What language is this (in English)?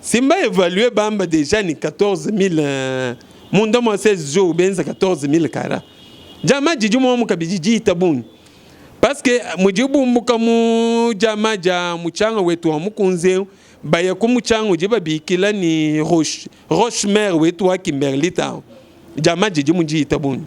Luba-Lulua